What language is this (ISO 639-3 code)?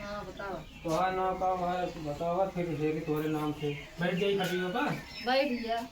awa